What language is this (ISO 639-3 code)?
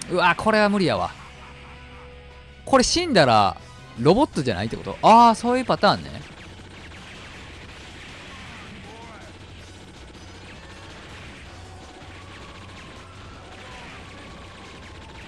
jpn